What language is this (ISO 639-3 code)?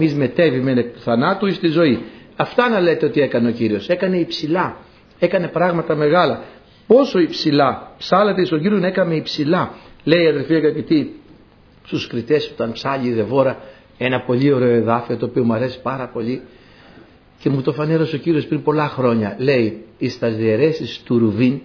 ell